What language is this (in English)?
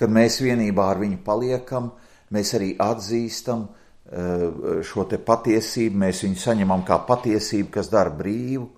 Latvian